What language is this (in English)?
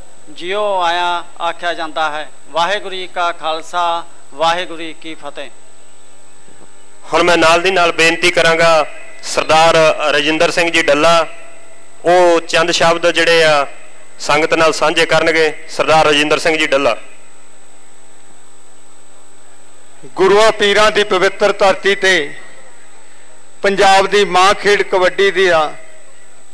Punjabi